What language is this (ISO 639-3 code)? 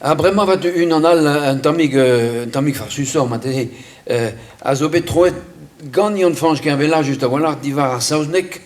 bre